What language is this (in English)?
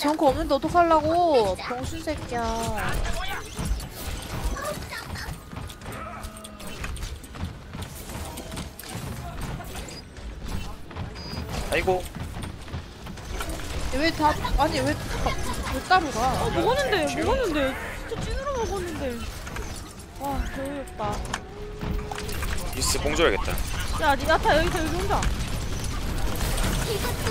Korean